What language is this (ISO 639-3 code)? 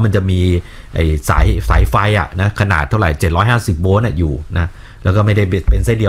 tha